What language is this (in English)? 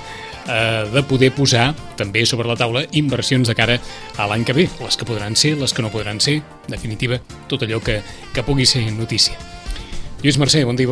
Catalan